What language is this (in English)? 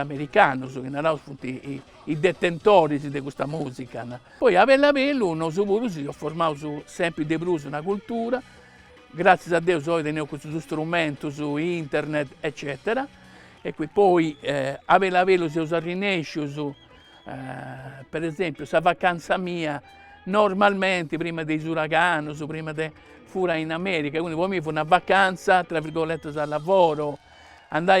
Sardinian